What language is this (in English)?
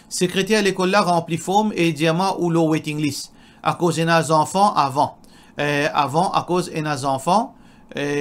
Morisyen